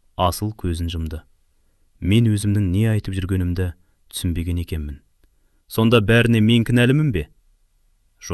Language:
Kazakh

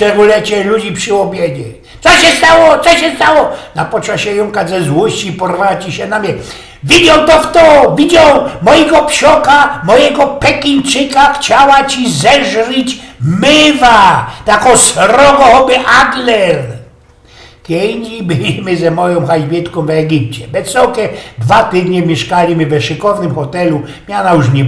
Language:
Silesian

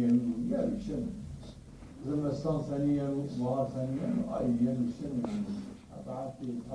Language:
Zaza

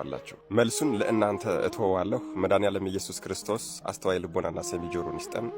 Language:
Amharic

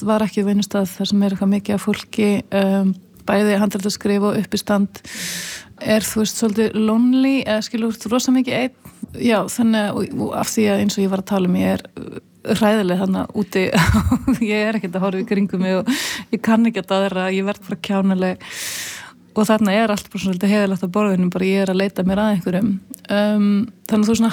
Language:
Icelandic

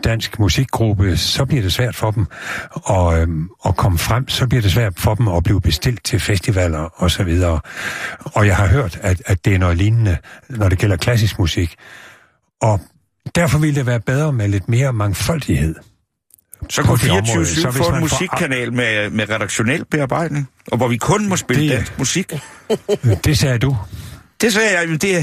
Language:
Danish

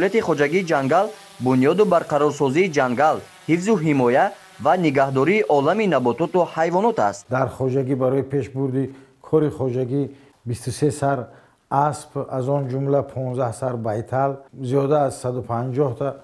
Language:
Tajik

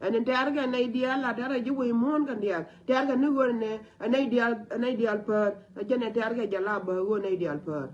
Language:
Nuer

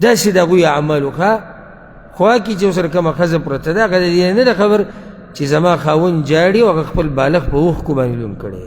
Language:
Pashto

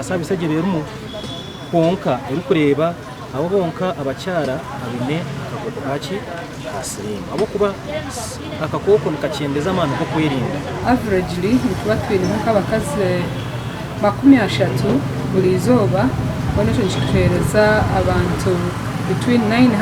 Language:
Nyankole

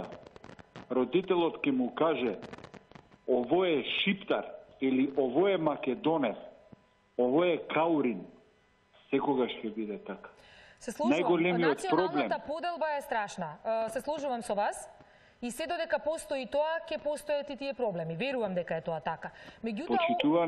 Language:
Macedonian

